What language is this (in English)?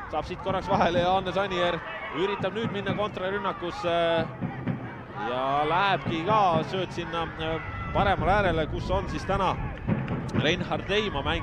Estonian